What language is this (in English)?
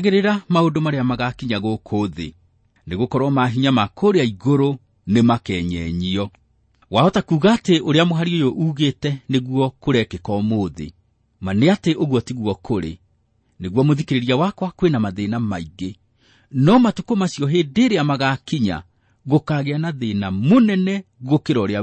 Kikuyu